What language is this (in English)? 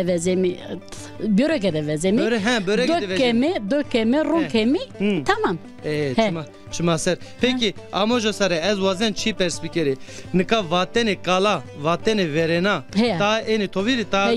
Zaza